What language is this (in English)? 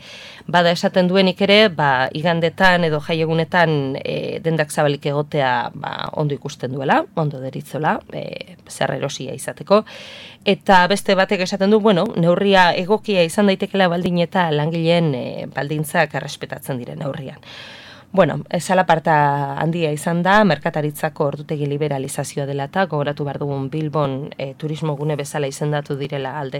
Basque